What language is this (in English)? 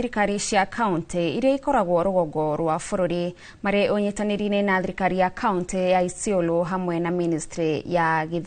Kikuyu